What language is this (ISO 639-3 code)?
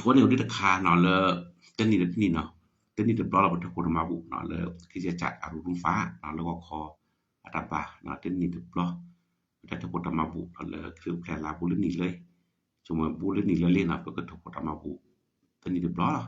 ksw